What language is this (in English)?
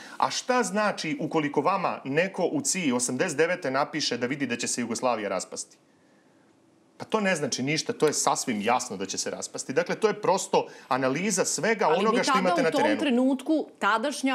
Serbian